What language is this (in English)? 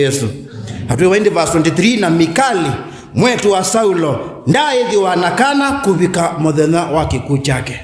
Kamba